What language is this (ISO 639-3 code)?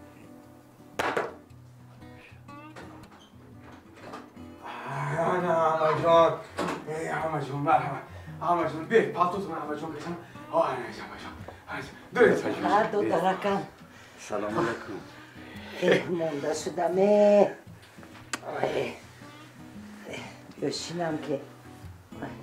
fas